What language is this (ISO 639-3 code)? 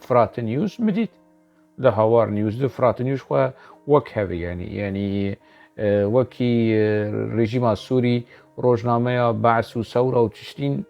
kur